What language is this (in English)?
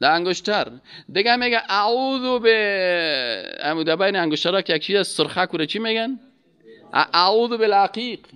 Persian